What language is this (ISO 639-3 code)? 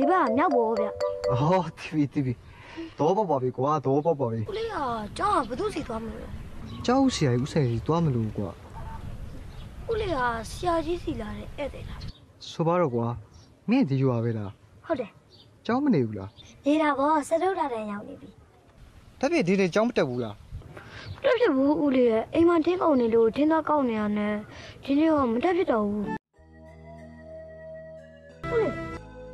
mya